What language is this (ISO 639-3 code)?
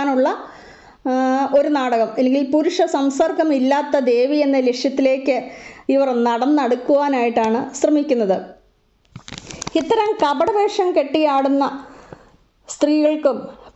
mal